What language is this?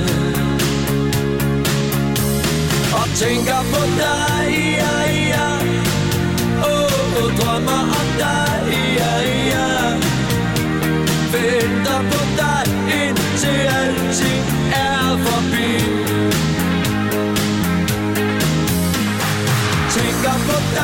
Danish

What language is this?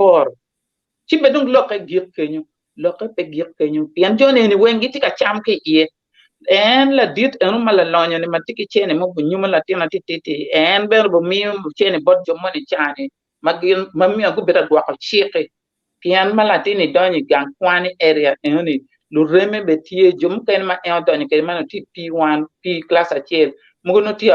Acoli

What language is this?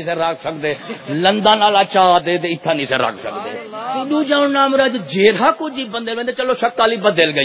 Saraiki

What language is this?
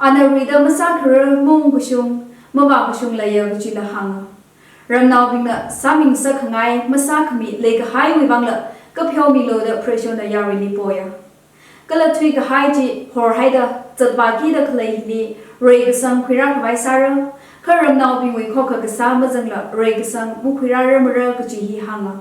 Tangkhul Naga (India)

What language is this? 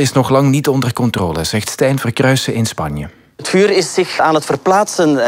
Dutch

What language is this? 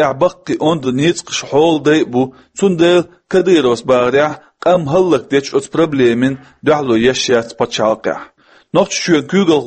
Chechen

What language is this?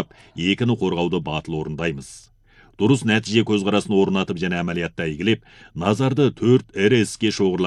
Kazakh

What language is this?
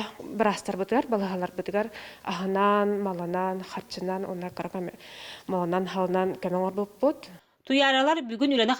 Yakut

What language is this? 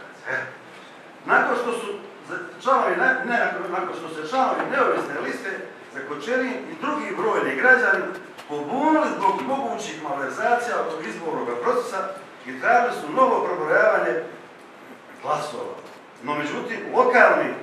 Croatian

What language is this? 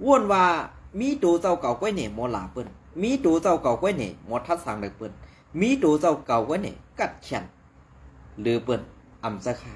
Shan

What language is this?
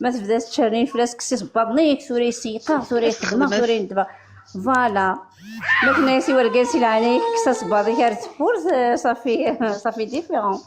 Kabyle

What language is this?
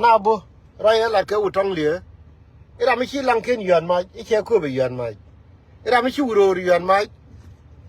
Nuer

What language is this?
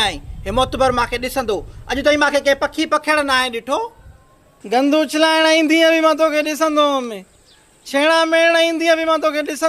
Sindhi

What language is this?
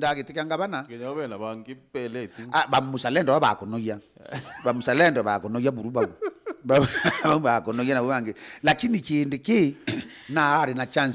Meru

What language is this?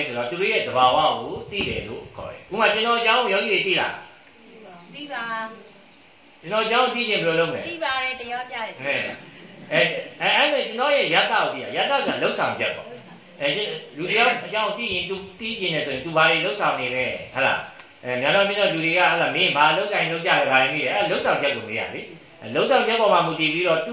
Burmese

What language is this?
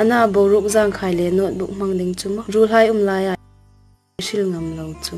Hmar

